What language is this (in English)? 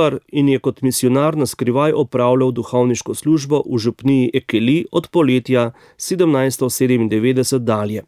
Slovenian